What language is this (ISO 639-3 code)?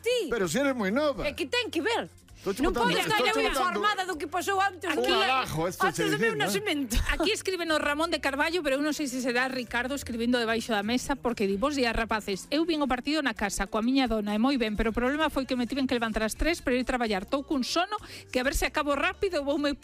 glg